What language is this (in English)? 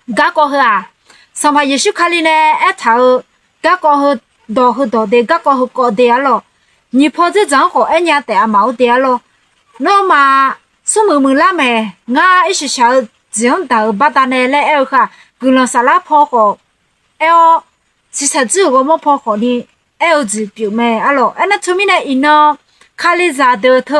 Akha